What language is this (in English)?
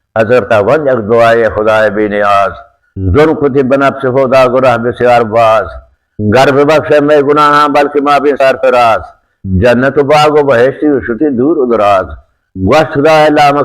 Baluchi